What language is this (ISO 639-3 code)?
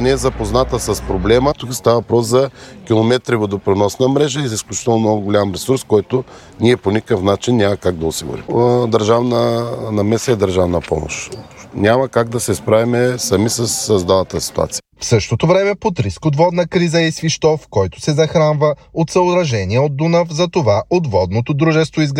bul